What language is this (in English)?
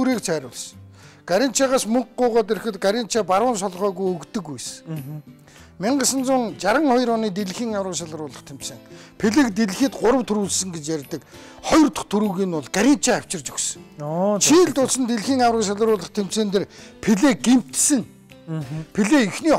Mongolian